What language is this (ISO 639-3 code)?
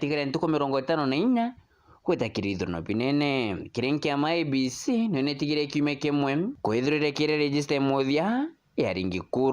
mer